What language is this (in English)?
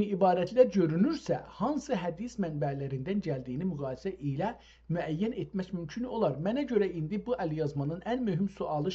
South Azerbaijani